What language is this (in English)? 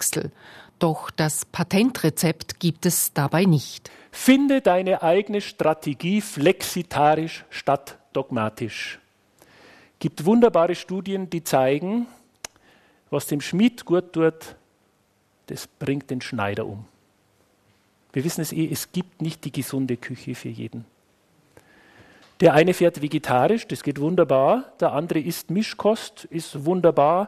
German